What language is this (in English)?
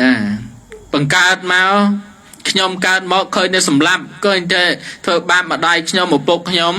Khmer